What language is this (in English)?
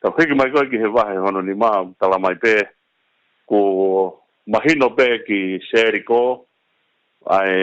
Tongan